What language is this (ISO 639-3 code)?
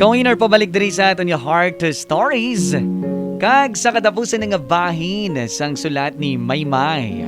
hil